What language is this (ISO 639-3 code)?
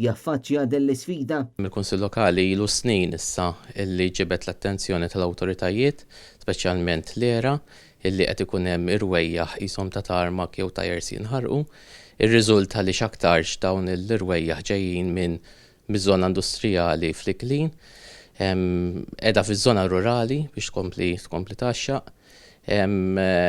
mlt